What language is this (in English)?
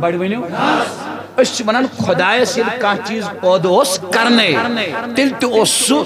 Kashmiri